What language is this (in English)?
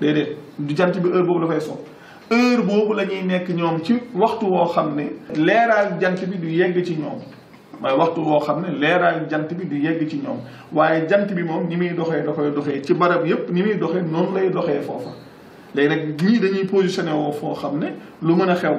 Wolof